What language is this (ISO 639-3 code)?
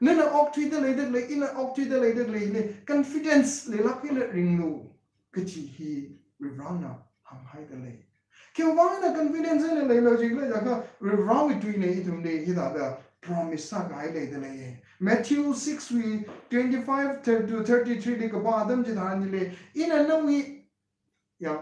nmf